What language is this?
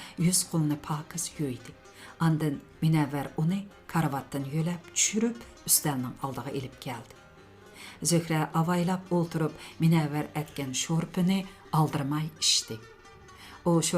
Uyghur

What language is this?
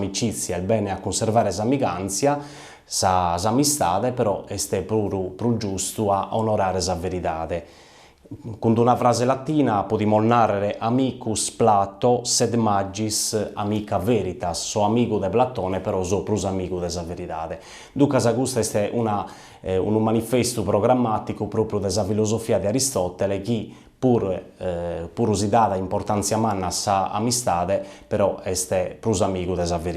Sardinian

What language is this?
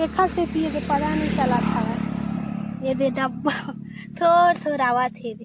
Chhattisgarhi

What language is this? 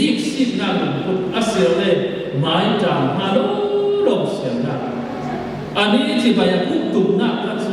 Falam Chin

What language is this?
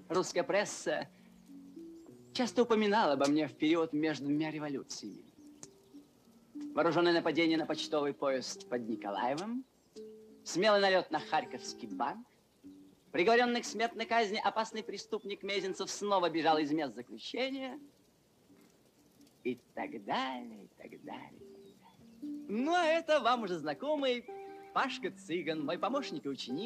Russian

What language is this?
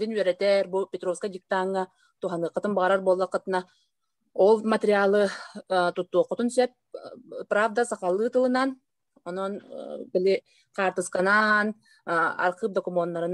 Yakut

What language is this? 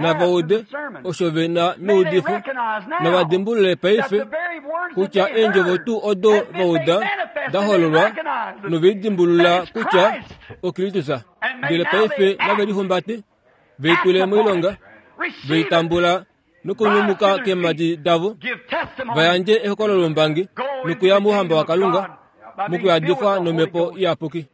Kuanyama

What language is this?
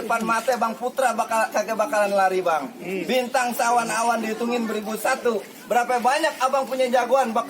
Betawi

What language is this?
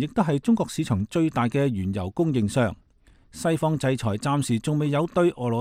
Cantonese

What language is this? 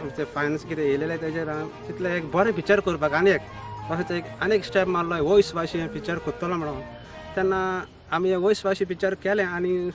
Konkani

